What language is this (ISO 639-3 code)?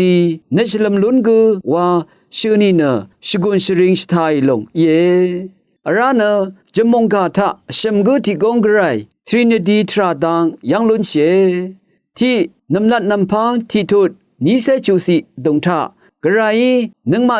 raw